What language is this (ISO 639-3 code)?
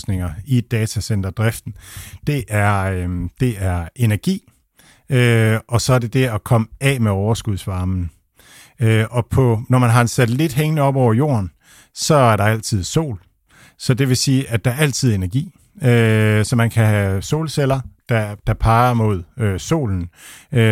dan